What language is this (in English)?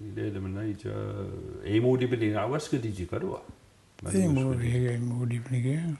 Mi'kmaw